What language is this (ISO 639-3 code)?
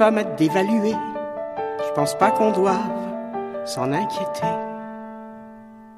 fra